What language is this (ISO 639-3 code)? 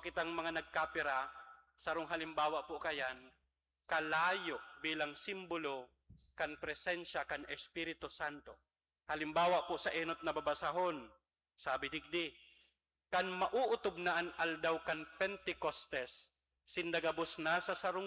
bik